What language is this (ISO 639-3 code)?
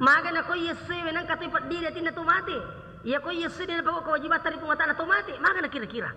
bug